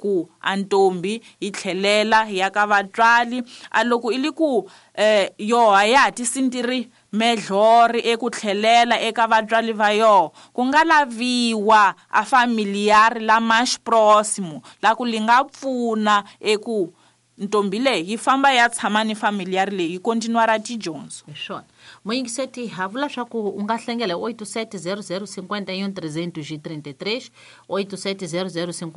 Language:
Tsonga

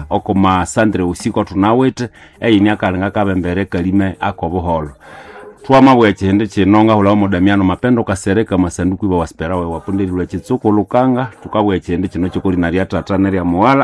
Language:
Nande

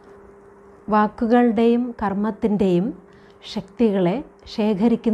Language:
Malayalam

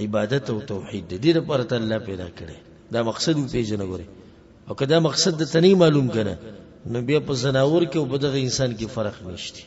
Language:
Pashto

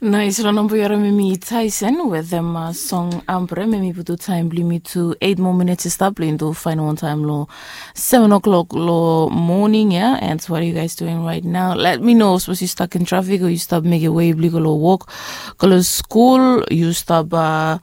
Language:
Bislama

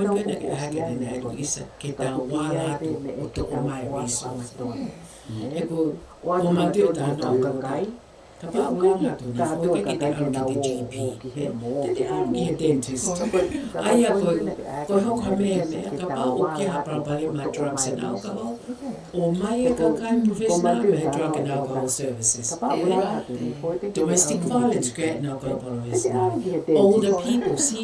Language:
Tongan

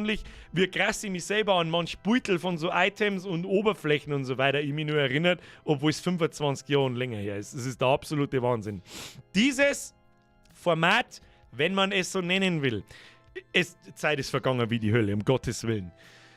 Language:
Bavarian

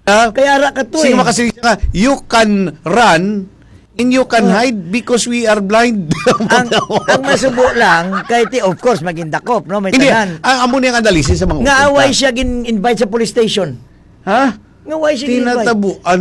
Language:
Hiligaynon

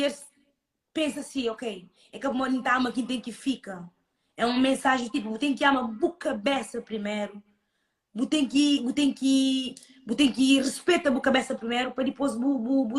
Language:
Kabuverdianu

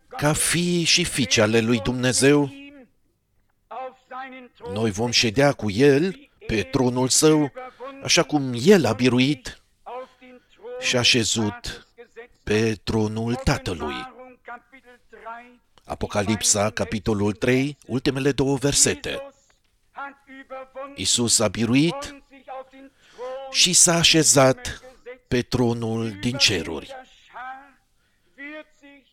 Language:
Romanian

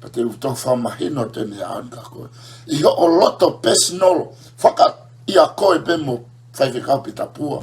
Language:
Tongan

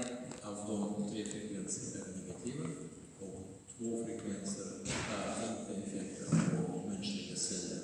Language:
Swedish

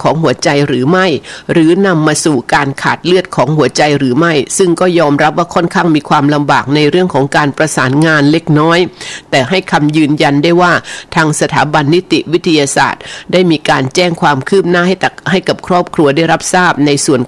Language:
Thai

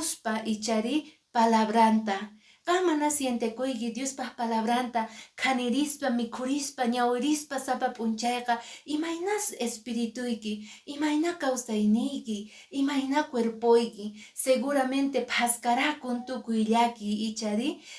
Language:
Quechua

